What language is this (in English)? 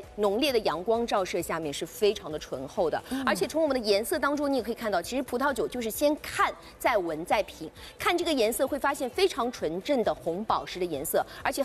Chinese